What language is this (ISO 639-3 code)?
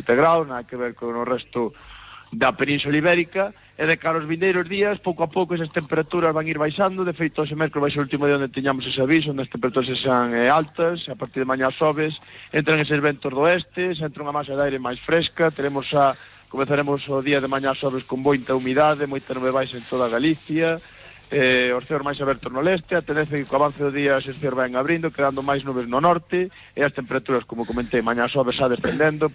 glg